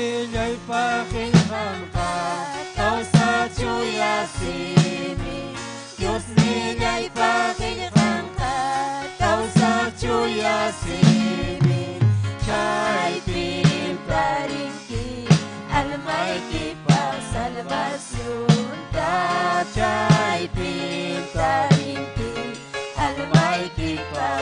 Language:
Ayacucho Quechua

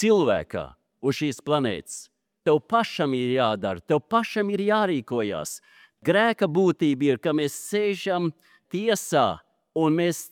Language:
Latvian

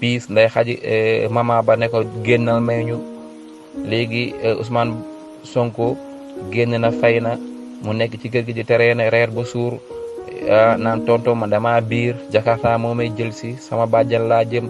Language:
Wolof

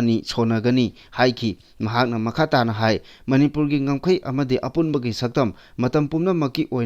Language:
Manipuri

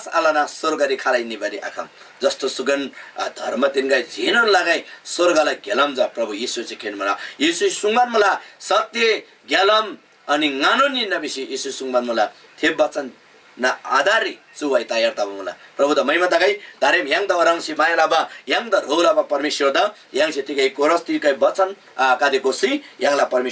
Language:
Eastern Tamang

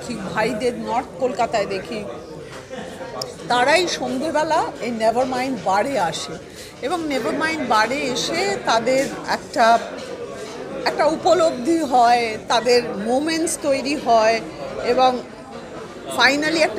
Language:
Bangla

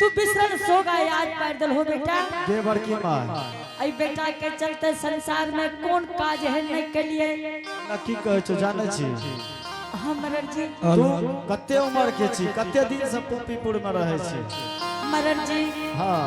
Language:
Angika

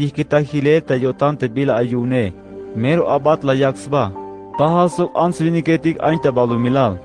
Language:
Tzeltal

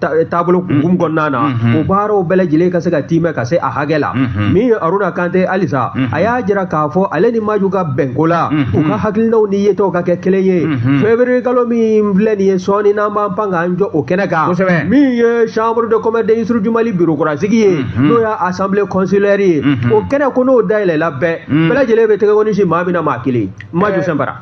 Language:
Bambara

